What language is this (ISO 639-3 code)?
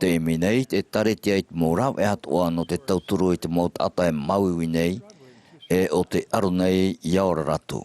tah